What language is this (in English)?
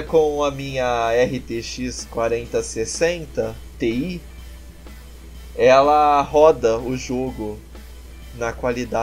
Portuguese